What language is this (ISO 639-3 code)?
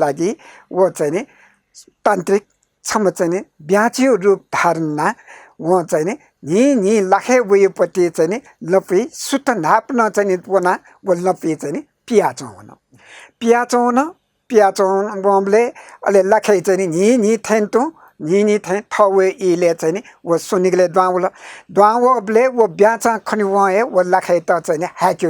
new